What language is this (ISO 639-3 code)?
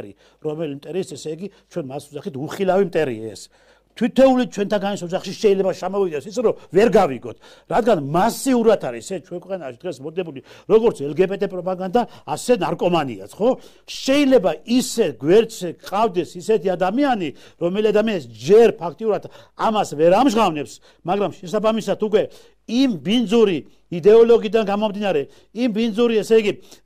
kat